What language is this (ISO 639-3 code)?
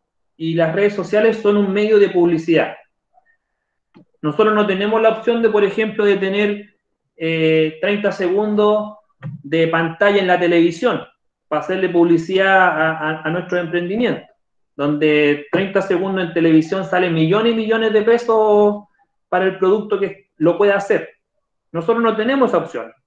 spa